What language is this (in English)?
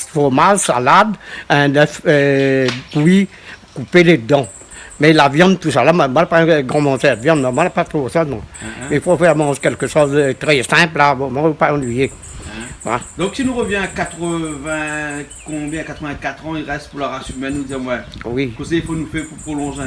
Réunion Creole French